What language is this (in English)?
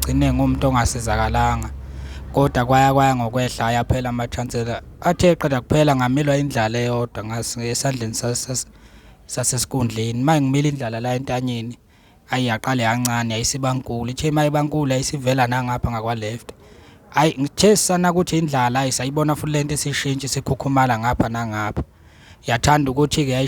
Zulu